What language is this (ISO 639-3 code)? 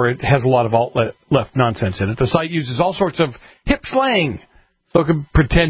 eng